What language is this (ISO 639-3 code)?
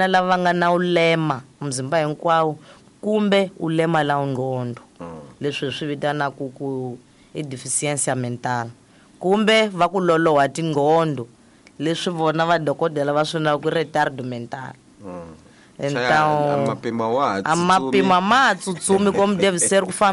tso